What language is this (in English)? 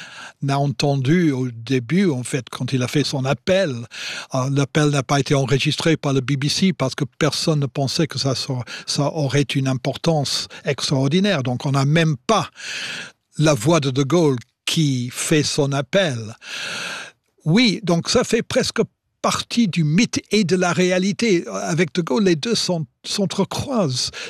French